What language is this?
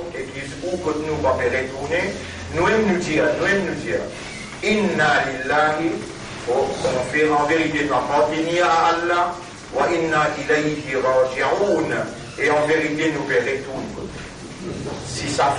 Morisyen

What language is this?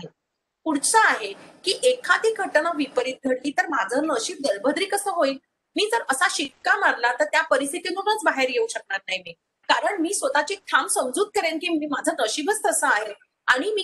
Marathi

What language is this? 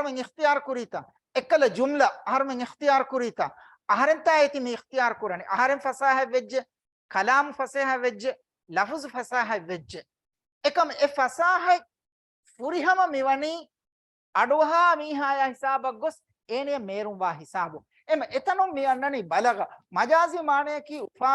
Divehi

